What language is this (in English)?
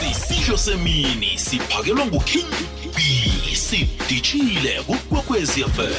South Ndebele